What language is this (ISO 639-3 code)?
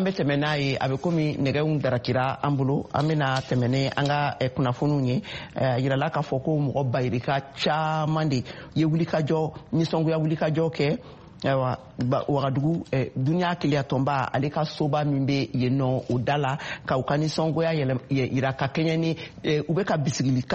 bam